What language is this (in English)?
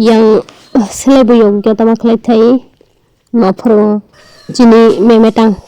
Kok Borok